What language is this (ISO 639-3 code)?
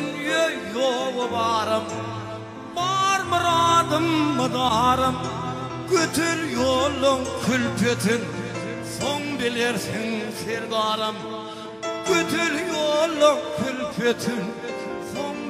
tur